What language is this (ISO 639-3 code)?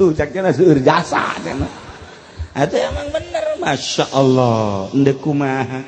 sun